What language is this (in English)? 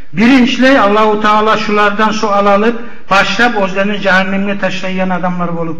Kumyk